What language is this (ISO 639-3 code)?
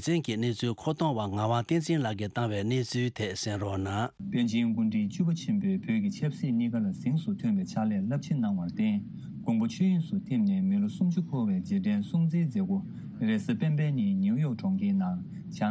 bod